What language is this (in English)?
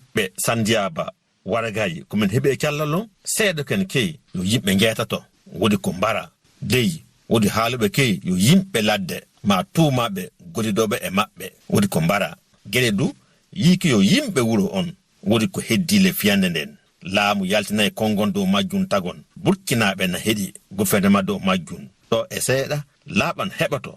Fula